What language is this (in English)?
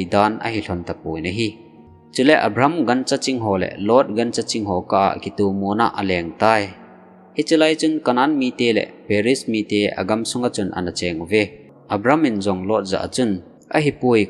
Thado Chin